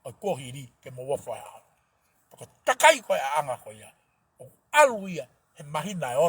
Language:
Tongan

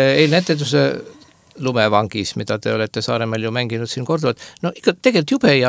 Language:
Estonian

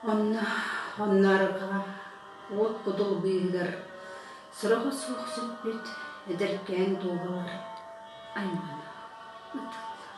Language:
Yakut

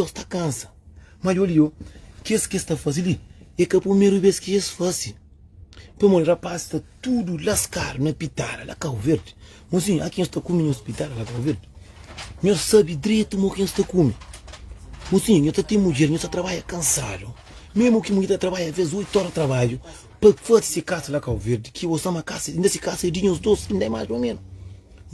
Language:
Kabuverdianu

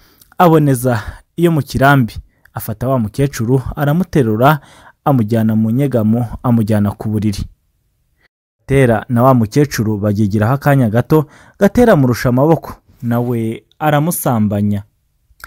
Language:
Kinyarwanda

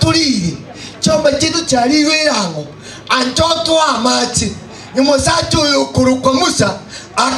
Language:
Gusii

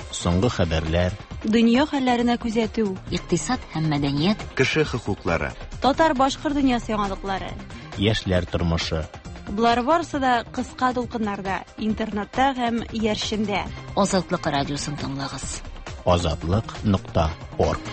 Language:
Tatar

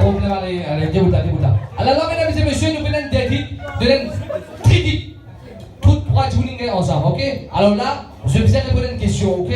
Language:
Morisyen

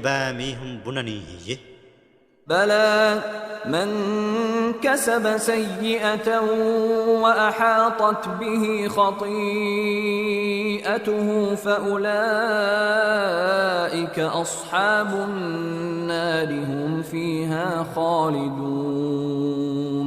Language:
Divehi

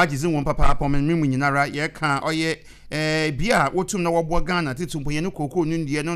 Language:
Akan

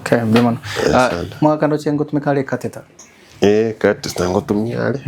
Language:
Gusii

